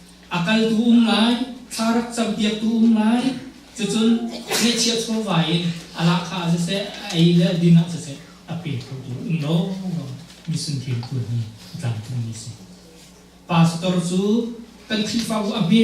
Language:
Hakha Chin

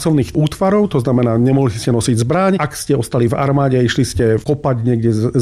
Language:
Slovak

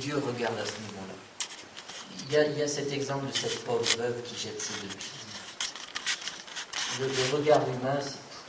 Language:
French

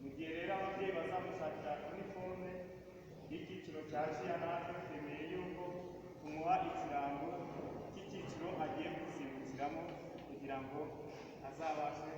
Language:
Kinyarwanda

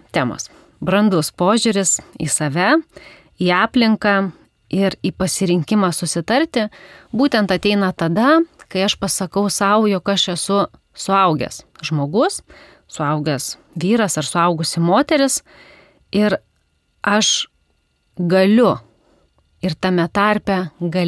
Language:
Lithuanian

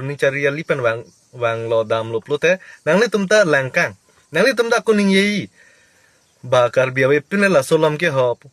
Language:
Karbi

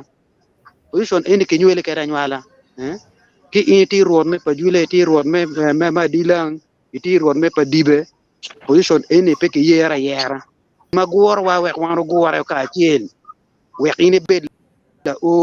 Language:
Acoli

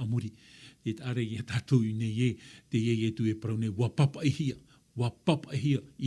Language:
Tahitian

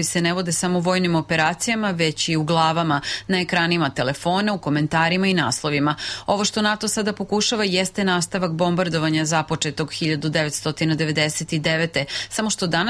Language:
Serbian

